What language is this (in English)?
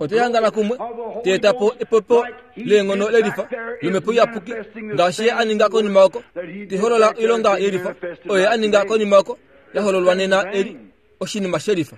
Kuanyama